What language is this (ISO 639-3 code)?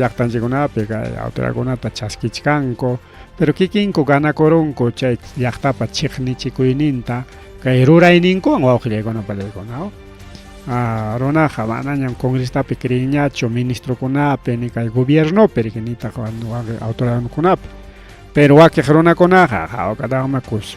quy